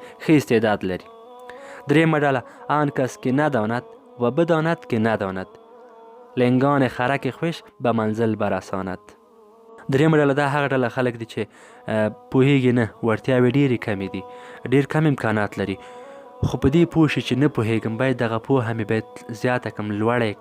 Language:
Pashto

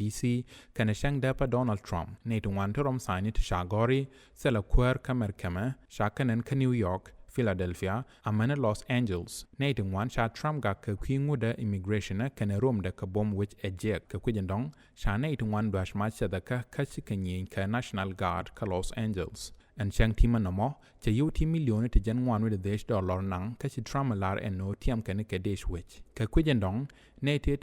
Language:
Nuer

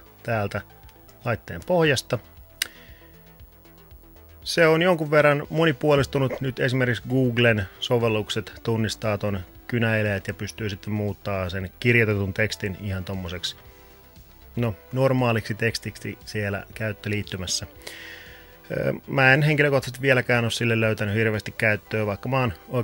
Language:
Finnish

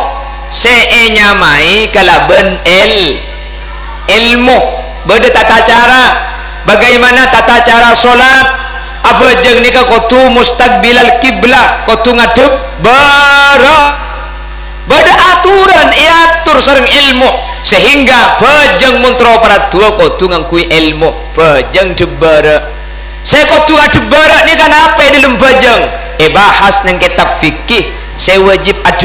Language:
Madurese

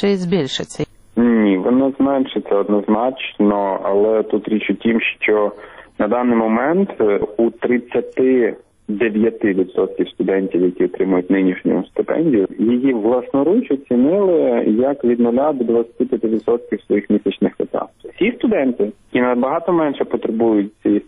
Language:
Ukrainian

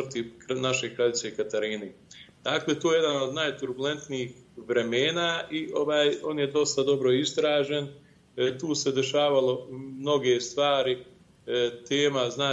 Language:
Bosnian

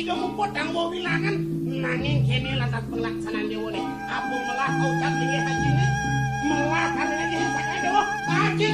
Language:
Balinese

